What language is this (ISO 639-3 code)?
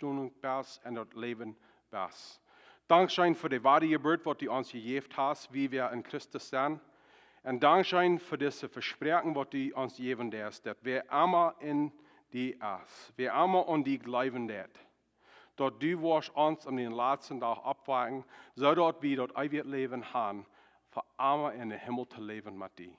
pdt